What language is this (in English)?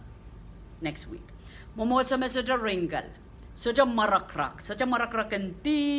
Pohnpeian